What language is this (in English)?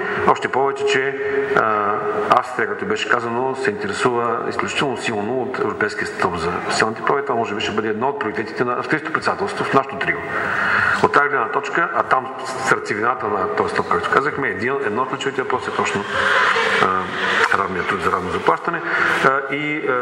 Bulgarian